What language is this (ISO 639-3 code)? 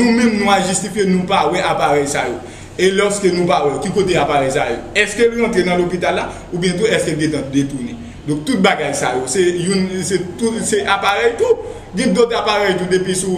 hat